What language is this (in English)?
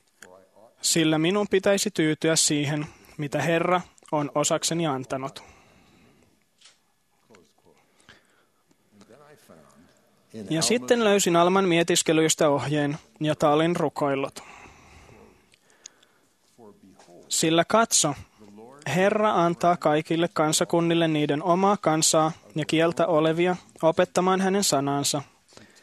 Finnish